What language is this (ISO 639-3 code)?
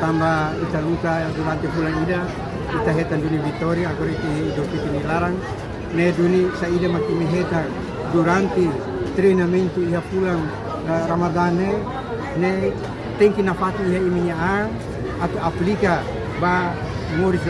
tet